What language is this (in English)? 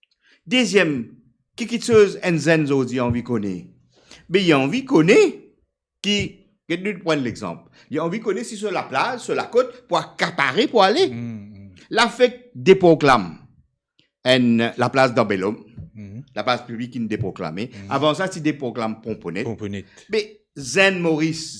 Morisyen